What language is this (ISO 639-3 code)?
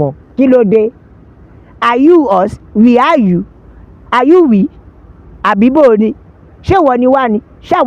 yor